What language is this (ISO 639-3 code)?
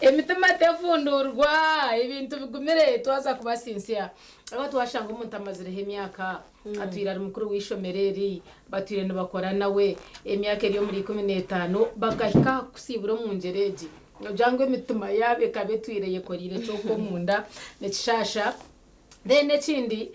nyn